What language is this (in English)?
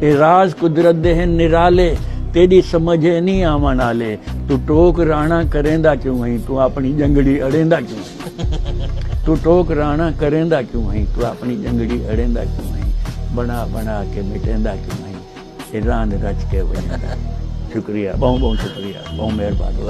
Saraiki